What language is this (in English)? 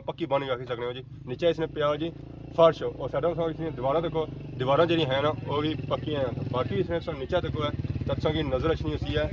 Pahari-Potwari